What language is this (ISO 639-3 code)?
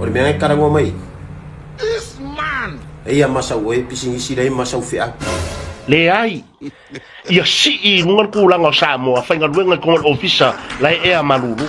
smo